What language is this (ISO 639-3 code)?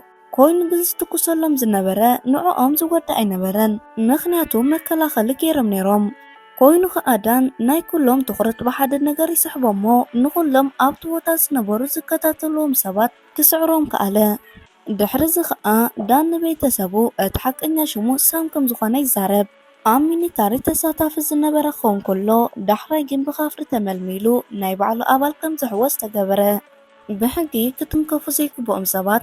tir